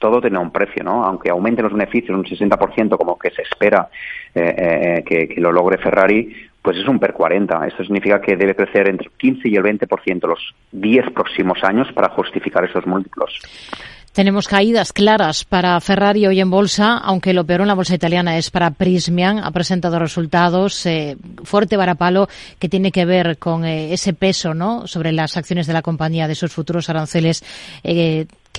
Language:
Spanish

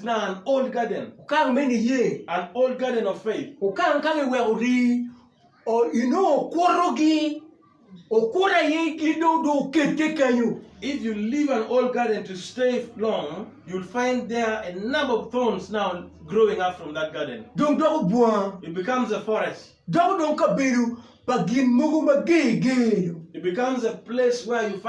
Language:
Acoli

